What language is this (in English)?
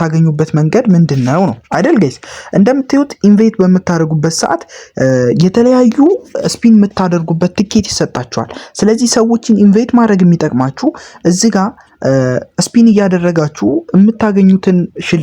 Amharic